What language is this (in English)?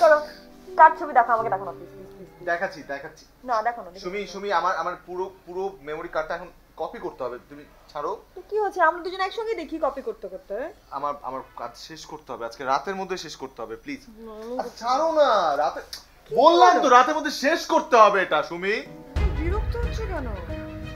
Bangla